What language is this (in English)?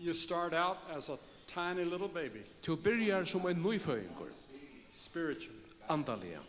Faroese